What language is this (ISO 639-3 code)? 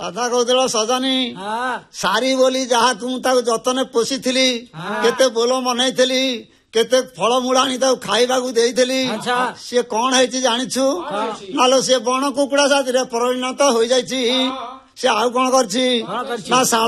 ori